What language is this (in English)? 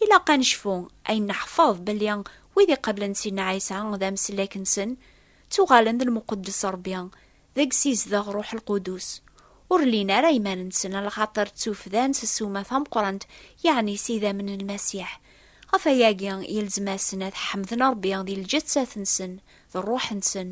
Kabyle